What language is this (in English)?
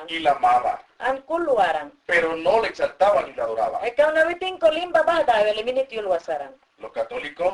Mayangna